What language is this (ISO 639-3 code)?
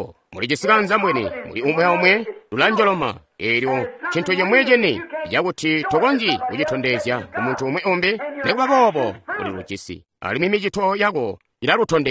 toi